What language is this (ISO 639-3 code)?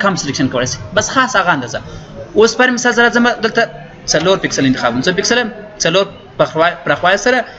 pus